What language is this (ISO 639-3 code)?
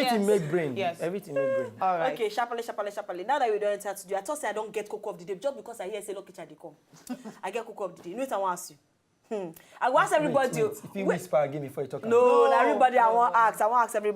pcm